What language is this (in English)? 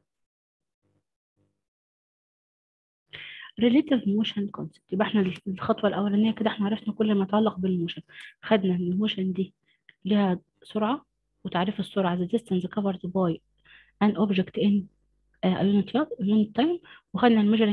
Egyptian Arabic